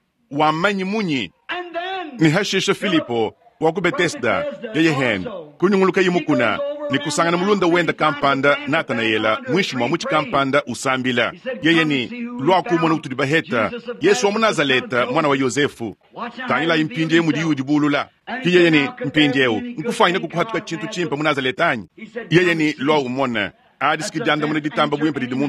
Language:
Luba-Lulua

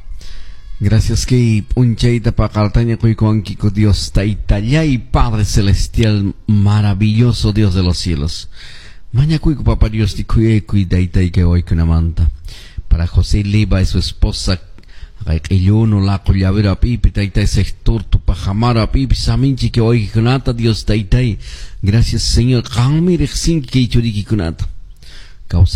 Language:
Quechua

